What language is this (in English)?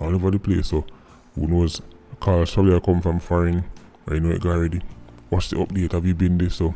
Jamaican Creole English